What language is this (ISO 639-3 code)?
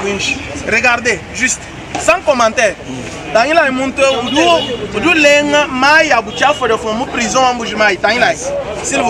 lua